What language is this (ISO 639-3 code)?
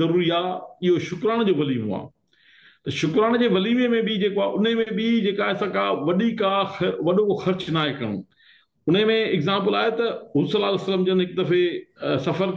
snd